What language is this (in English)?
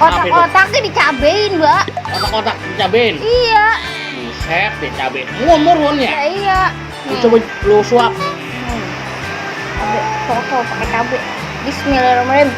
Betawi